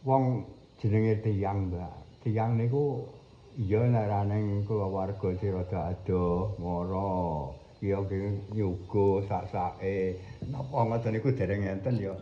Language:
Javanese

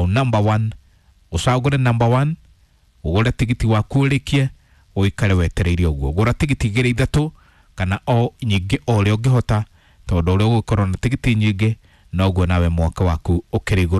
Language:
Kikuyu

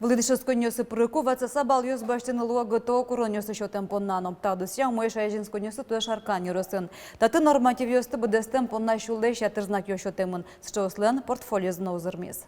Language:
Udmurt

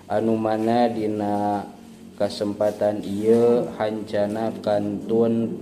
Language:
Sundanese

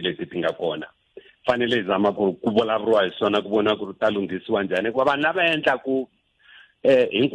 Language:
Tsonga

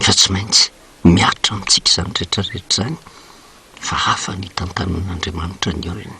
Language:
Malagasy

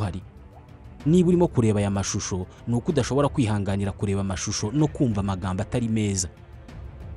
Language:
Kinyarwanda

